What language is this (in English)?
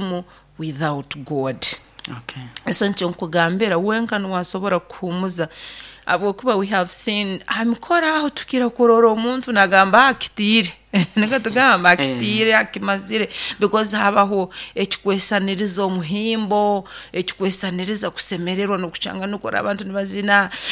Nyoro